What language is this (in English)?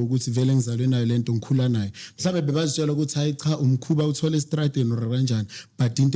Zulu